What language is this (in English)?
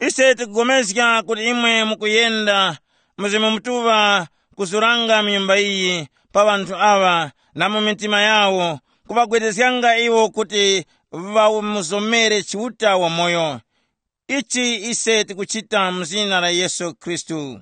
Tumbuka